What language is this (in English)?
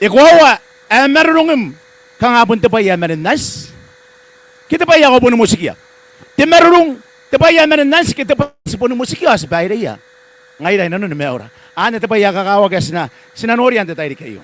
Gilbertese